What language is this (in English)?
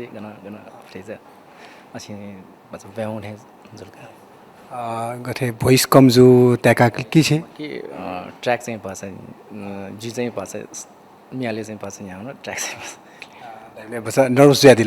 Newari